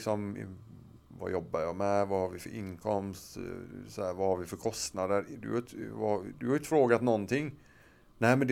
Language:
Swedish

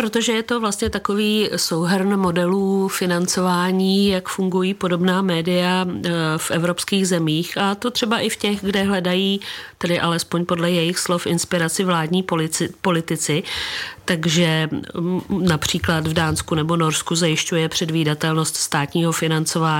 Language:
Czech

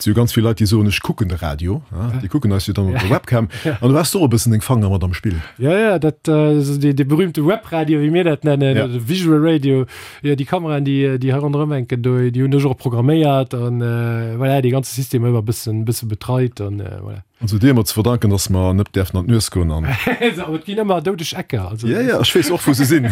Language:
Luxembourgish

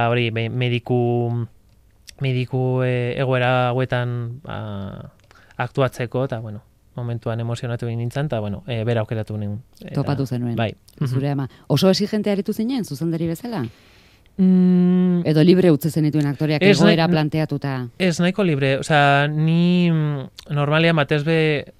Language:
Basque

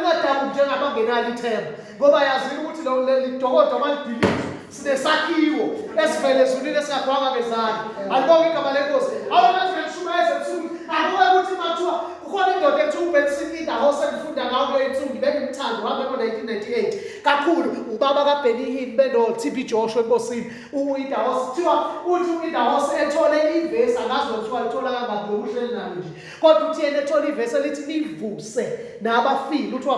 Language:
Zulu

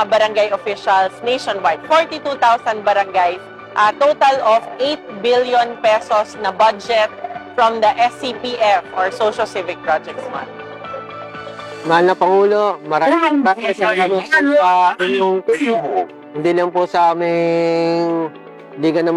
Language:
Filipino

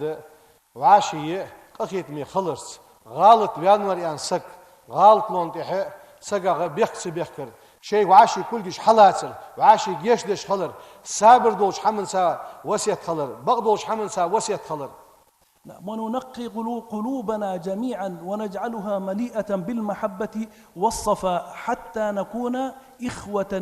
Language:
Ingush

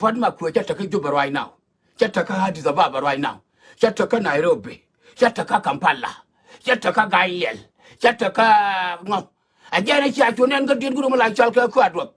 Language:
Nuer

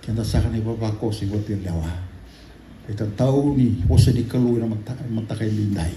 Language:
Fijian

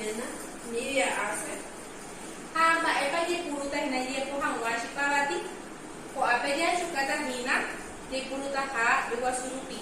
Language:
Guarani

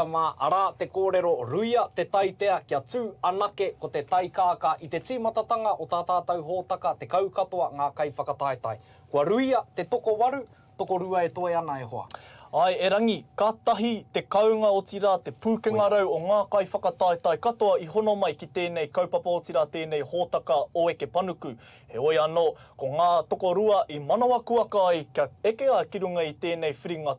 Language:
Māori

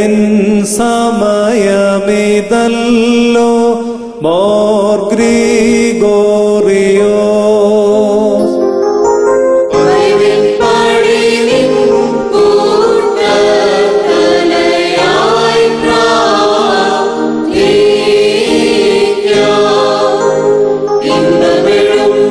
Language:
Malayalam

